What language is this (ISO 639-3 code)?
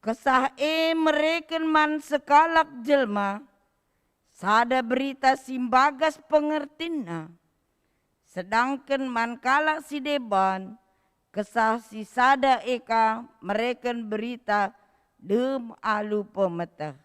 btx